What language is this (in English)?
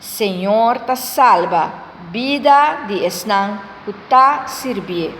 Papiamento